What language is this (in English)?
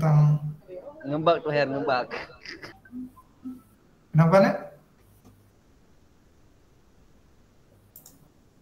Indonesian